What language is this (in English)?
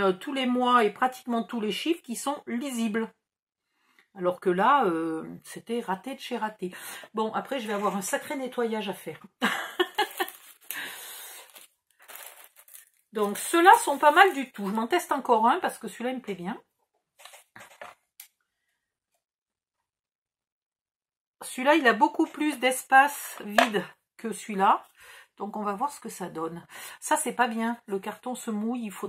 French